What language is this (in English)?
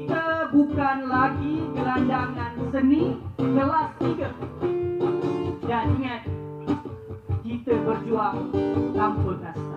Malay